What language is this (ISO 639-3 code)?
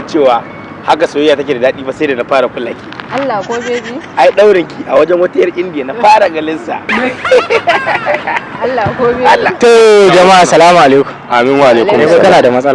hau